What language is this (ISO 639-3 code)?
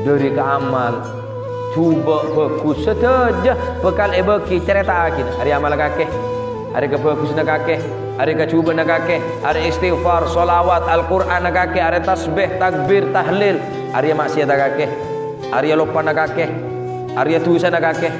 mad